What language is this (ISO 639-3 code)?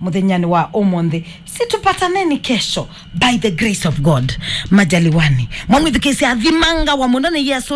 kam